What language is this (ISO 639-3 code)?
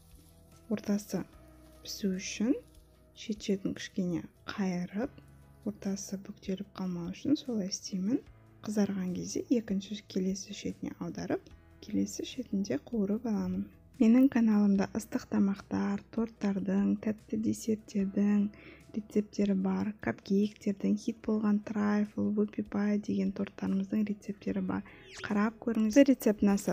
kaz